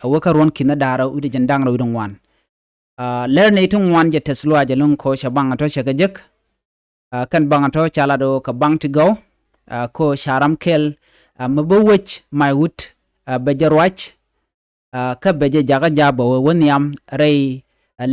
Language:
Nuer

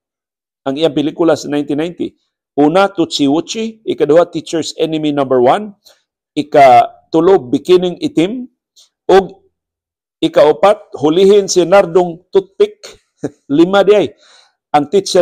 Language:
Cebuano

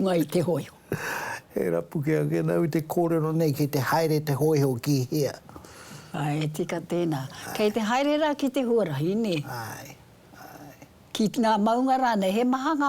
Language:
Māori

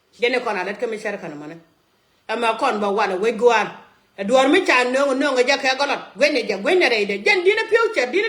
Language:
Nuer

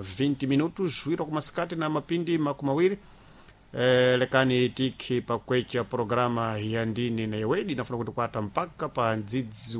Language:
Sena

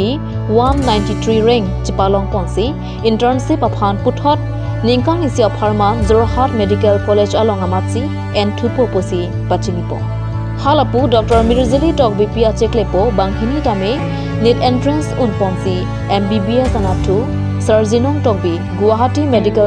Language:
Karbi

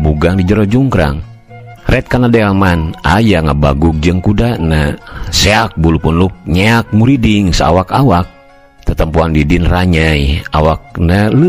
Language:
Sundanese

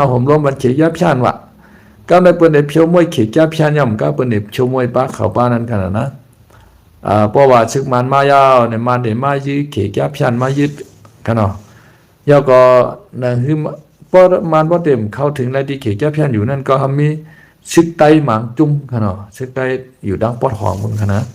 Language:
Shan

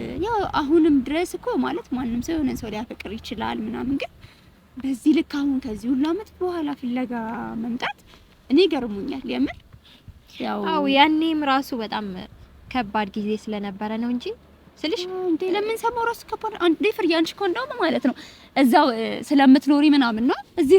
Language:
Amharic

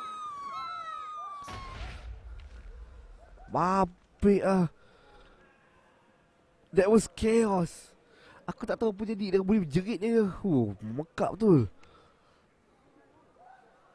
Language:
Malay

